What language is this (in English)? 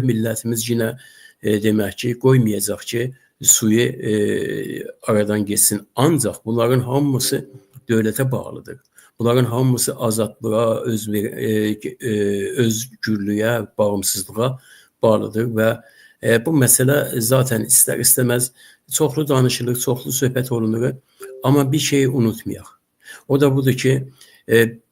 Azerbaijani